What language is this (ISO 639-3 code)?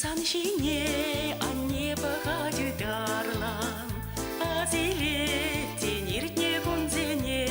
chv